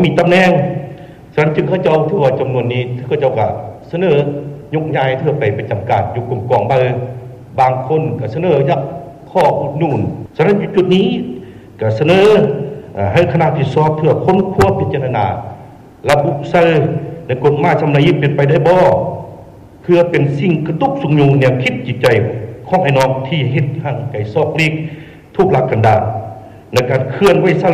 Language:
Lao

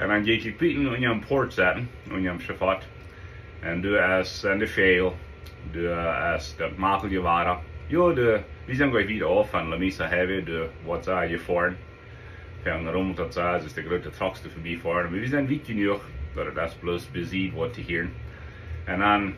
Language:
Plautdietsch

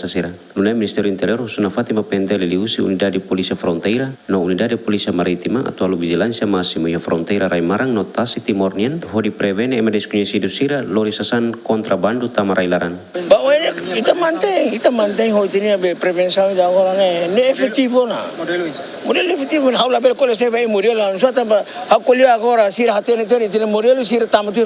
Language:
Tetum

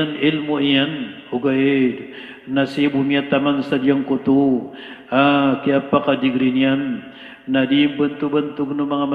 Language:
Maranao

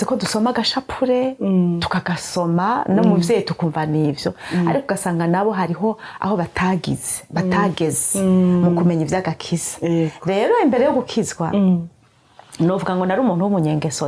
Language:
Rundi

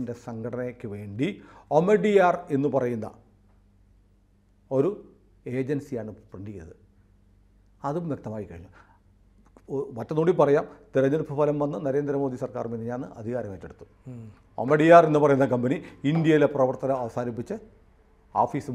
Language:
Malayalam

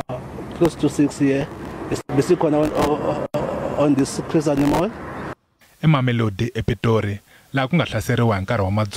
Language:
Tsonga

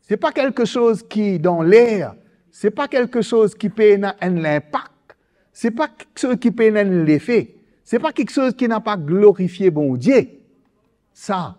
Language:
Morisyen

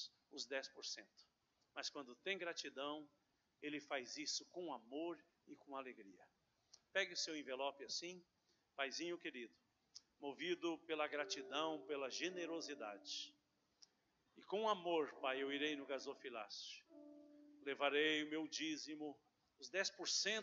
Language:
Portuguese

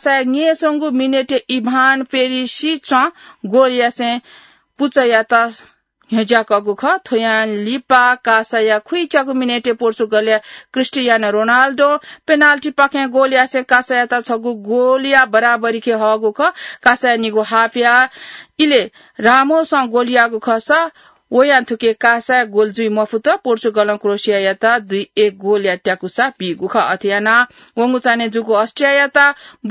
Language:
Newari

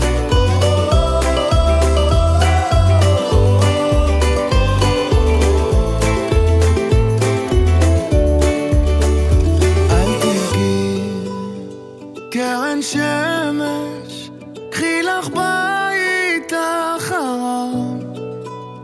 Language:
Hebrew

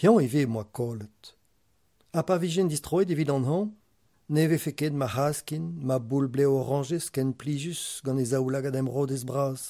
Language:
Breton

